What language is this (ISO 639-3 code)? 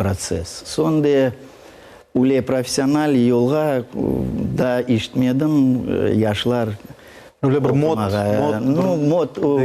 crh